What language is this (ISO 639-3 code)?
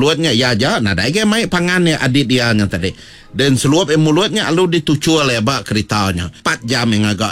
iba